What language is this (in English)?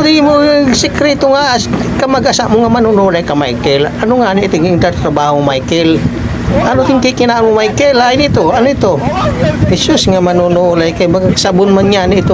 Waray